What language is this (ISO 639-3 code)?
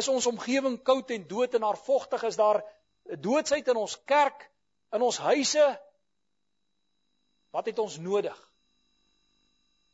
afr